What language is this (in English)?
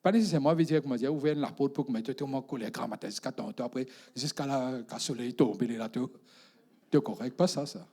Morisyen